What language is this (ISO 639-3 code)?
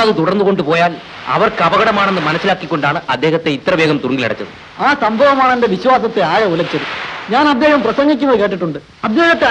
mal